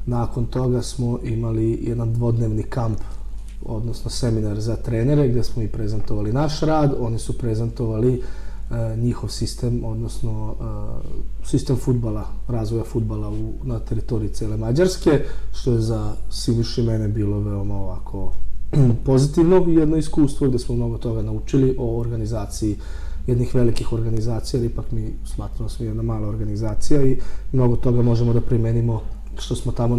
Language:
Serbian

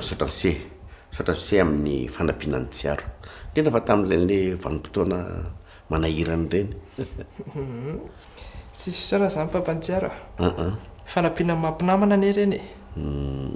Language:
Malagasy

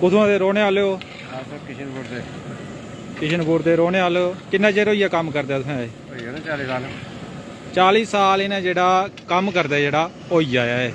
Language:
Dogri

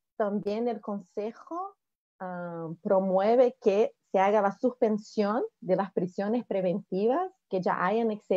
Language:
Spanish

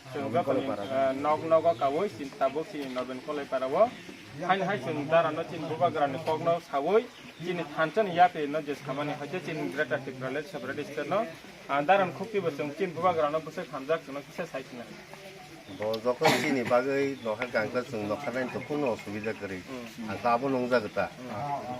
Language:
Kok Borok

